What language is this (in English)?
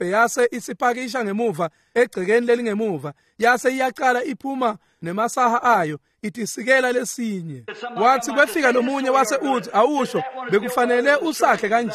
Swati